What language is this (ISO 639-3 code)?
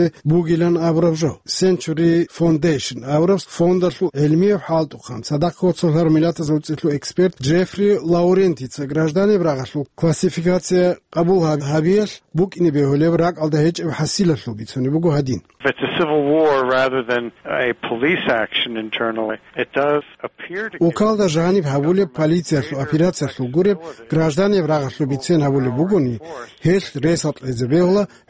ava